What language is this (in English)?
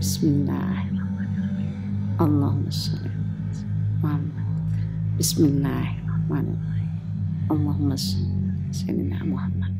Banjar